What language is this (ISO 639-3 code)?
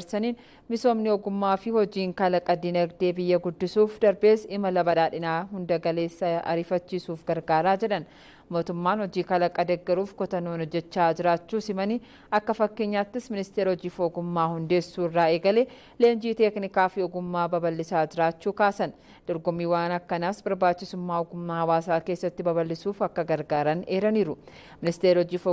orm